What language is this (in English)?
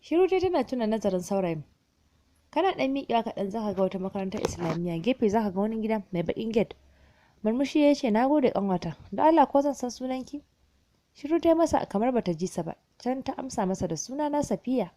Hausa